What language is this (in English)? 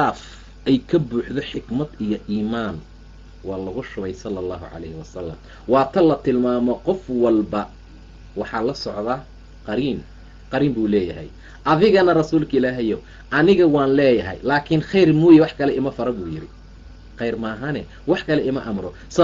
Somali